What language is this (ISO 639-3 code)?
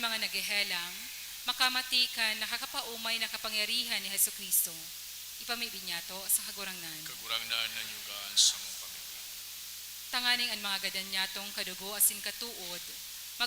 bik